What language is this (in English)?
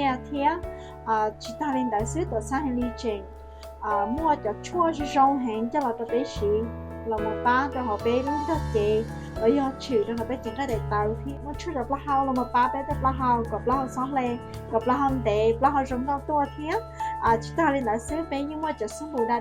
Hmong